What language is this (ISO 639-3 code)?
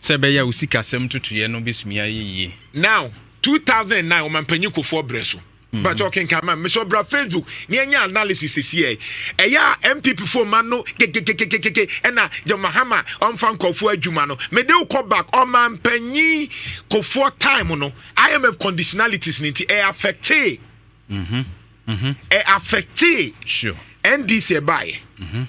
aka